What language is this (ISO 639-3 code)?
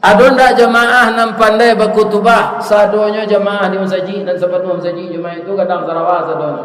min